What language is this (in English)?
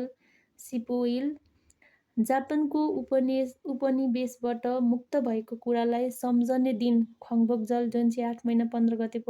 Nepali